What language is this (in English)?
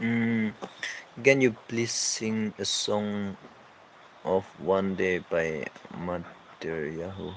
Naga Pidgin